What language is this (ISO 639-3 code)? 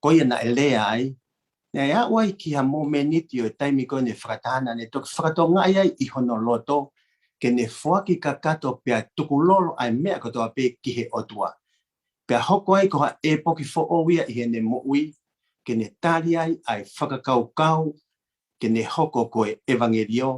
ton